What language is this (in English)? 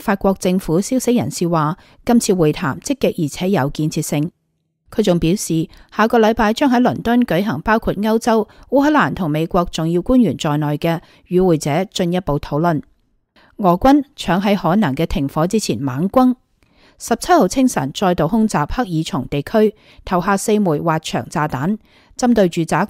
Cantonese